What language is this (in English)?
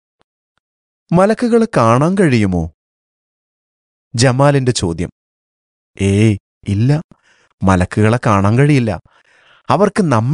Malayalam